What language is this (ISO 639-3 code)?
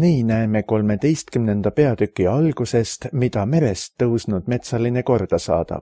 est